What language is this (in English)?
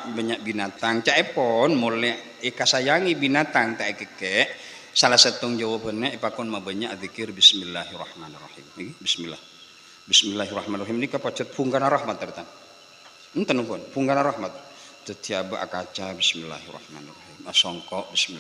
Madurese